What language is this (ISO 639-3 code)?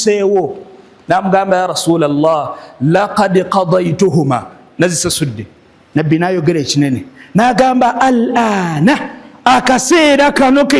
lug